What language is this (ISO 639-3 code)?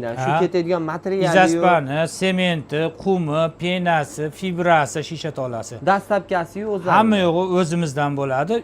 uzb